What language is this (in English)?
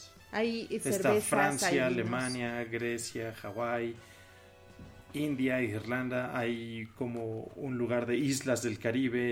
Spanish